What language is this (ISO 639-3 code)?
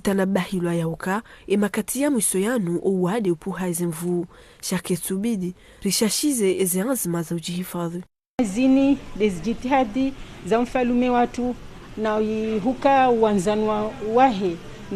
zdj